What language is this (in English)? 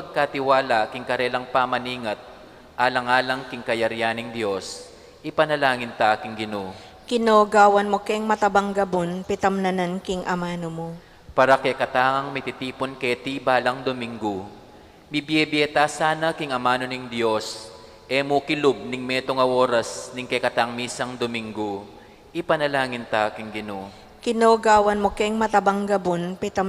Pampanga